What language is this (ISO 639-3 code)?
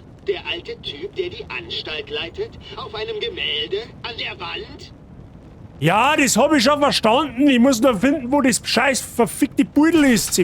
bar